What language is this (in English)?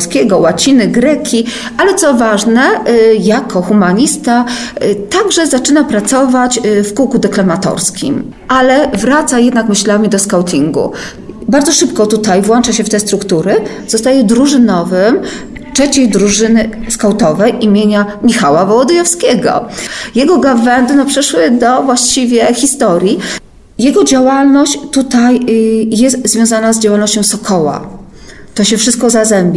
Polish